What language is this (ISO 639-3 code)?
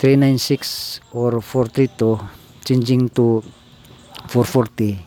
ceb